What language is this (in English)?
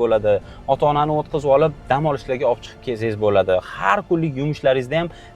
Uzbek